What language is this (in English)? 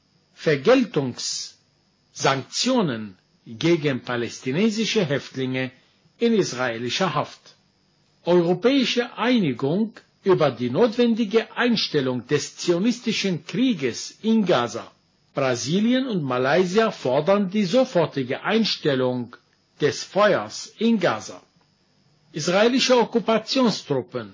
German